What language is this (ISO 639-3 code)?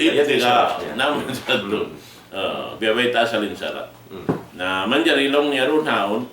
tsg